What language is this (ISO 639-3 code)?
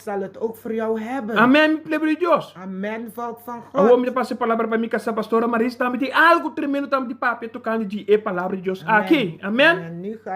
pap